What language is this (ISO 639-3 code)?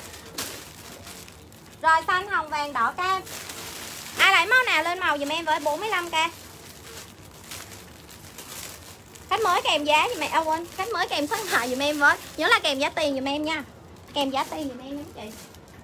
vie